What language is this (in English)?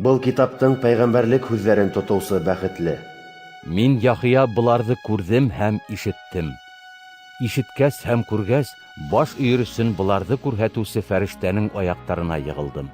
Bashkir